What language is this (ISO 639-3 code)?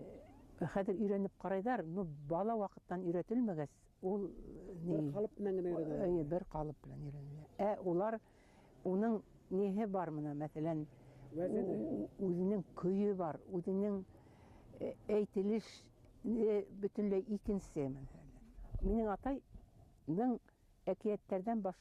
bak